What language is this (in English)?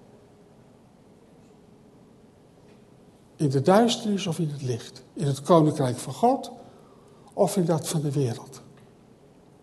Dutch